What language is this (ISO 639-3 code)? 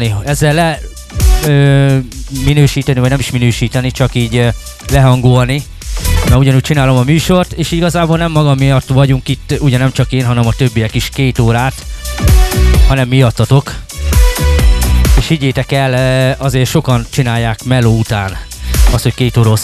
hun